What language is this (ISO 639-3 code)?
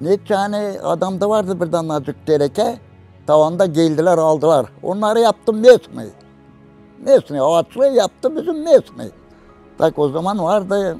gag